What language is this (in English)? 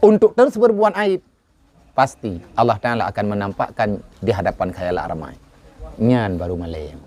Achinese